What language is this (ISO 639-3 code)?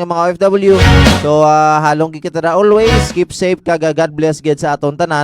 hil